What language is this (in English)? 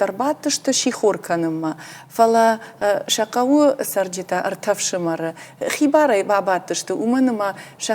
Ossetic